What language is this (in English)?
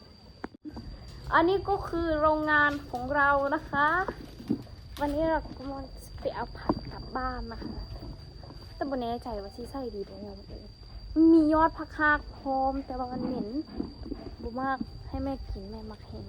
Lao